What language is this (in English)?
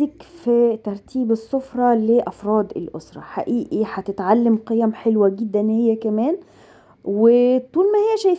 Egyptian Arabic